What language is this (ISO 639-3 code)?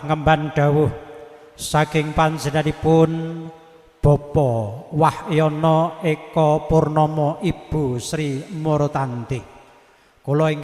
jav